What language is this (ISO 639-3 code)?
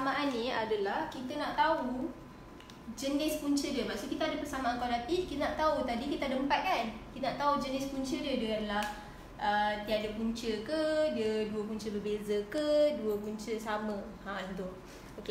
msa